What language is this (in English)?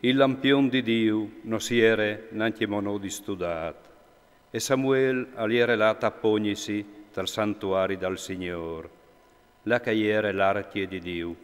Friulian